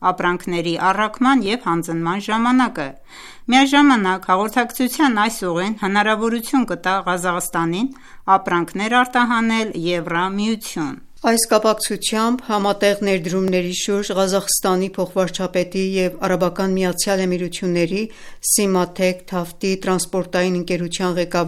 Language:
Armenian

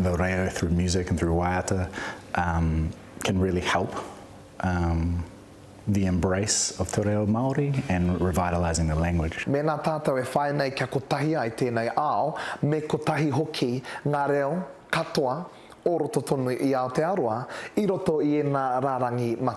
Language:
Māori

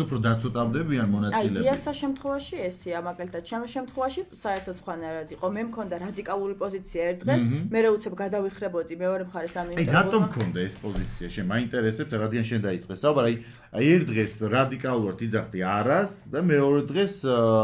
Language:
Georgian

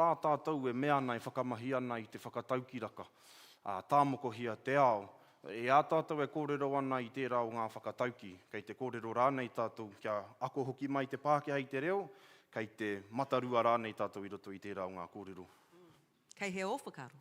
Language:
Māori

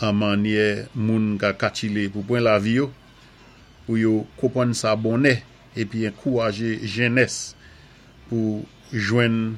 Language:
Saint Lucian Creole French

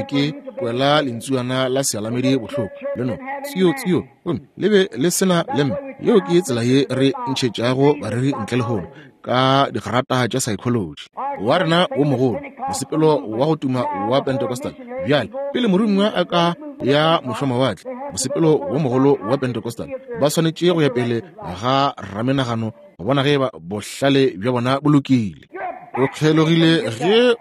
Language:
Northern Sotho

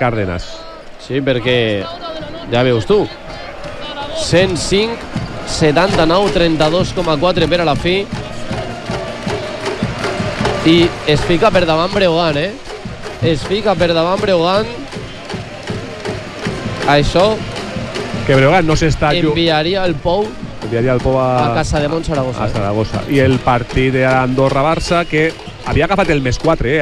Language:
Catalan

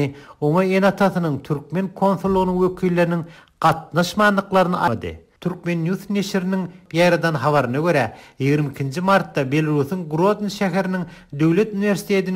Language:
Turkmen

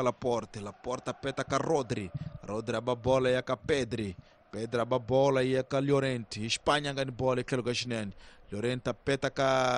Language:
Tsonga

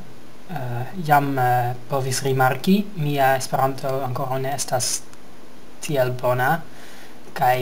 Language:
Esperanto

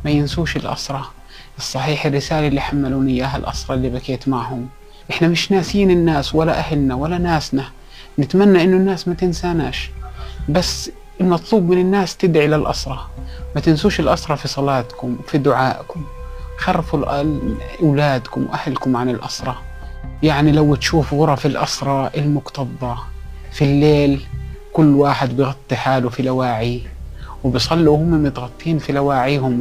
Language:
North Levantine Arabic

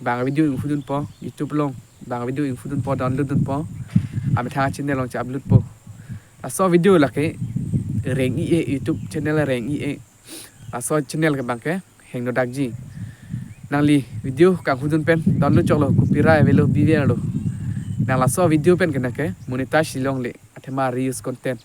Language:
Karbi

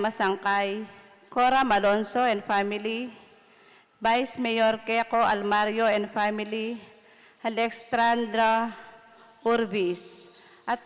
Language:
Pampanga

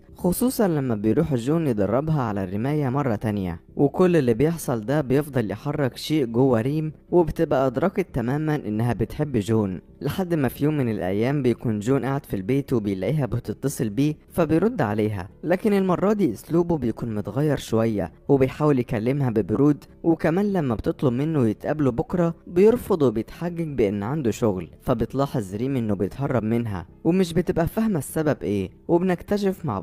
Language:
Egyptian Arabic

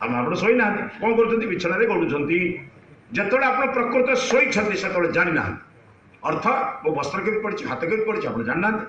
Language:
Odia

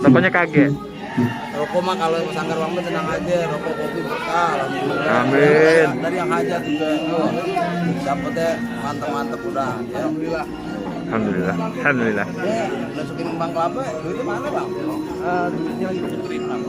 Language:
Betawi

